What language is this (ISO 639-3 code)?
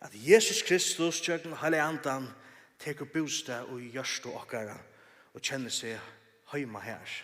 fao